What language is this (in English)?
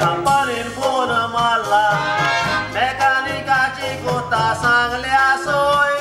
Konkani